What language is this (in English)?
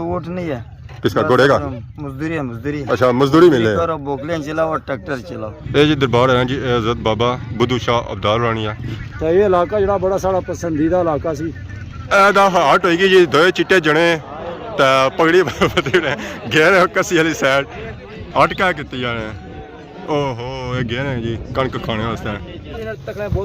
Pahari-Potwari